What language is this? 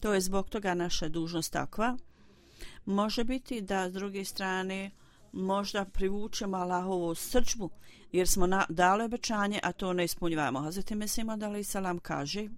Bosnian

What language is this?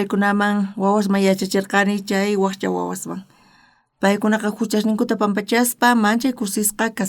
South Bolivian Quechua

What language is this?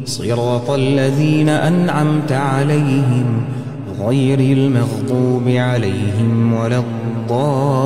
Arabic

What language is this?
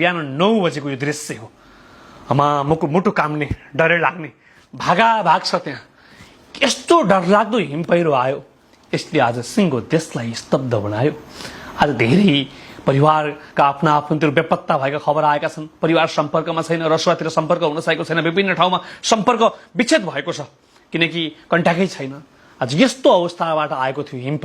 Nepali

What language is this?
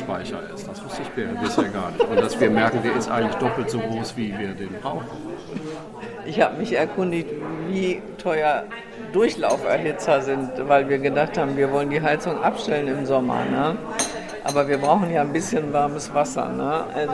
German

